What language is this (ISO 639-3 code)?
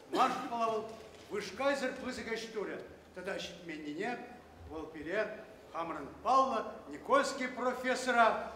chv